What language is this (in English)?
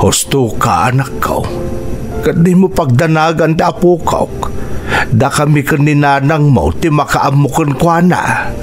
Iloko